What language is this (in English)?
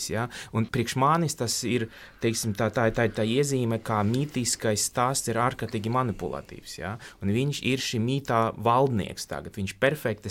Latvian